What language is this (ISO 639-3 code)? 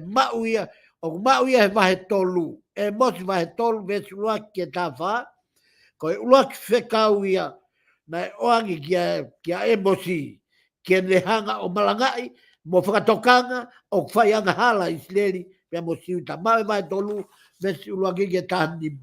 ton